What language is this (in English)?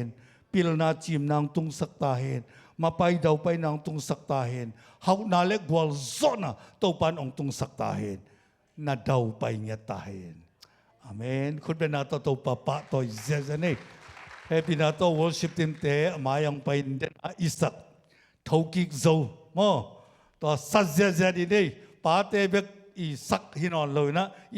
Tedim Chin